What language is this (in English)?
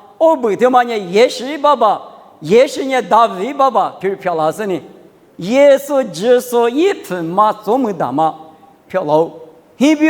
Lisu